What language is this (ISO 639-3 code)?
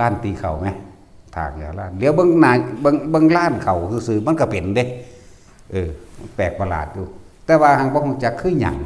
tts